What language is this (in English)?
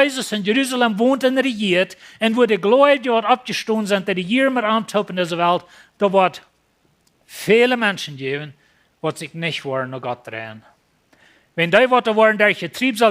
Plautdietsch